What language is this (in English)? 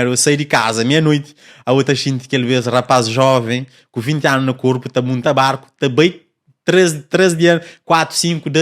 Kabuverdianu